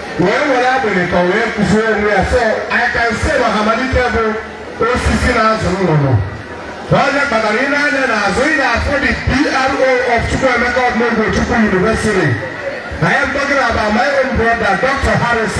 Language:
Igbo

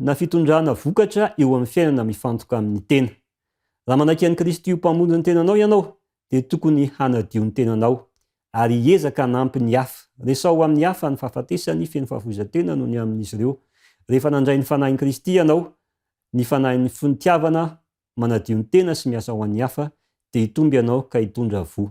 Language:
Malagasy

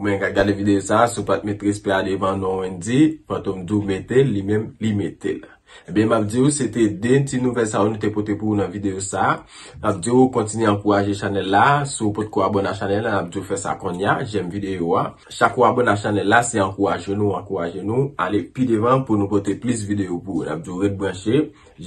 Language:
Haitian Creole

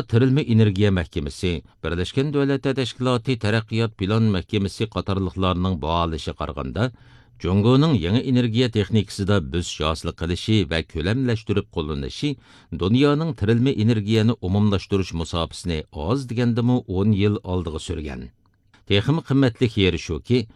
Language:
Uyghur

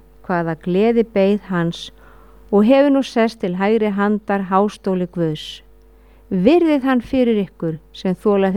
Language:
Icelandic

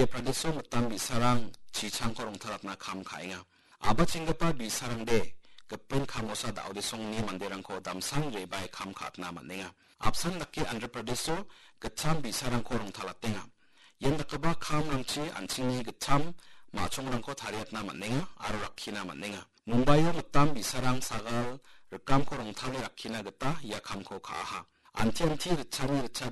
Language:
Garo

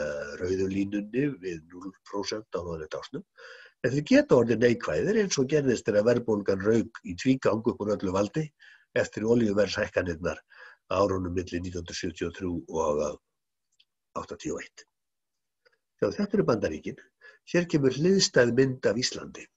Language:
Icelandic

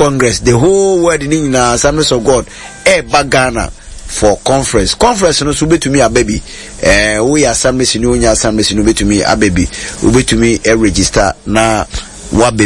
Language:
Akan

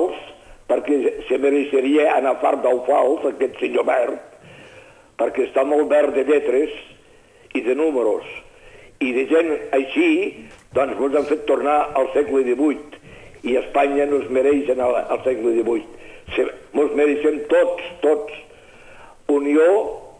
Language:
Catalan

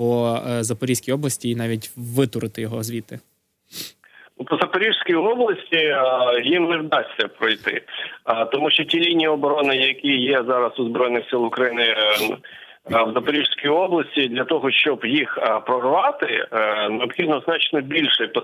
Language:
Ukrainian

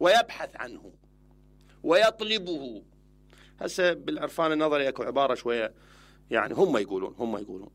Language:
Mesopotamian Arabic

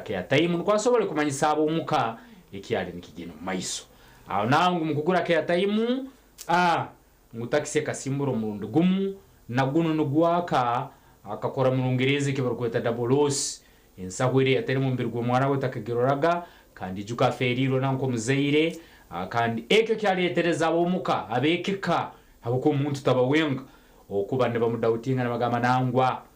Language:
Nyankole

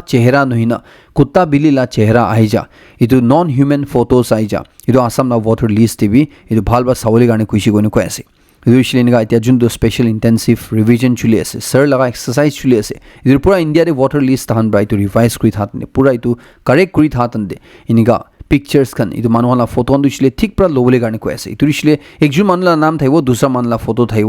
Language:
Naga Pidgin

